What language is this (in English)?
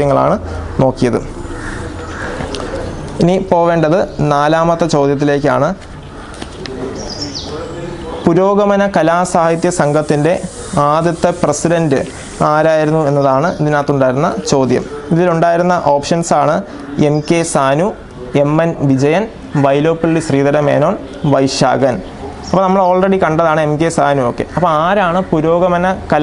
Malayalam